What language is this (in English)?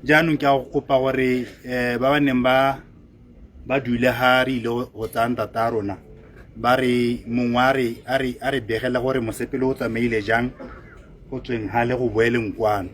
Tswana